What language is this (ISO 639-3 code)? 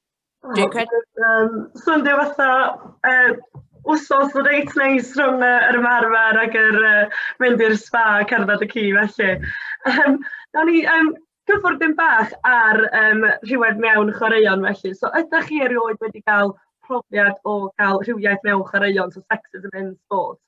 cym